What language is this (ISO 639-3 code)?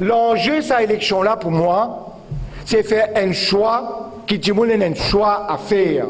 mfe